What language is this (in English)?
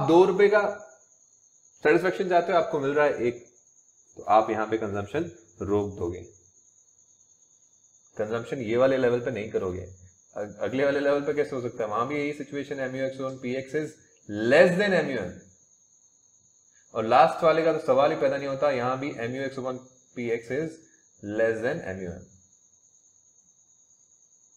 Hindi